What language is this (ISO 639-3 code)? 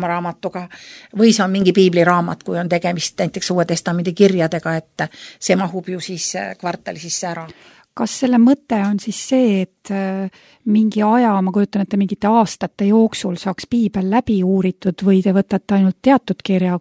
est